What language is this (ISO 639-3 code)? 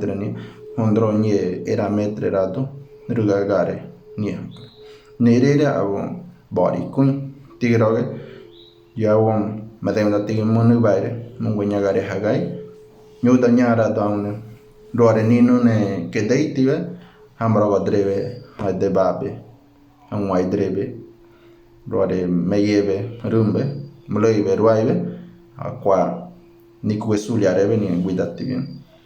gym